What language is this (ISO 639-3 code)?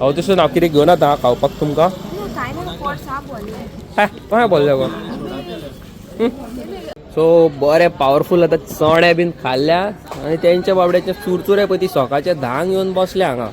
kok